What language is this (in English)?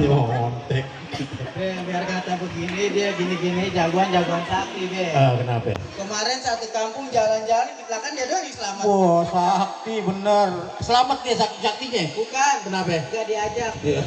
Betawi